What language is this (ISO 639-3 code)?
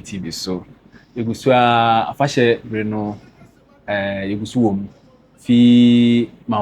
aka